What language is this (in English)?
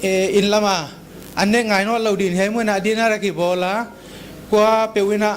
Paite Chin